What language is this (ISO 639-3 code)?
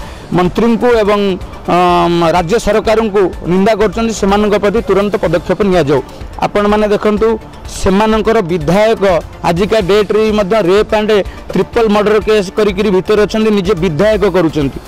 ori